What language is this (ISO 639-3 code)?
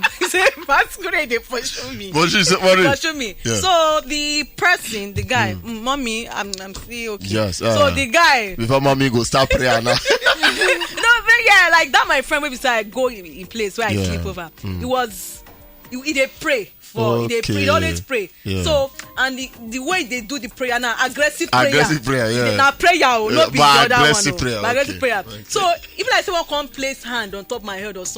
pcm